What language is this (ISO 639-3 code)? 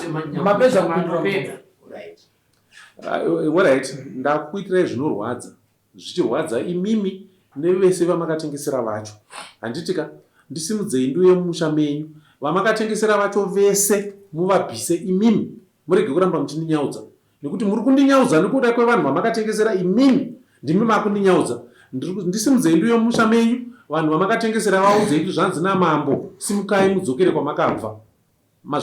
sna